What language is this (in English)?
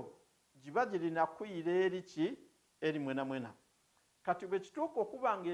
Ganda